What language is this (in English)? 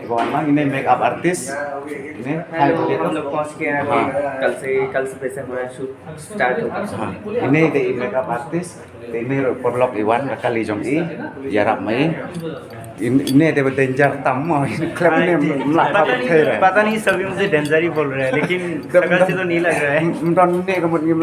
Khasi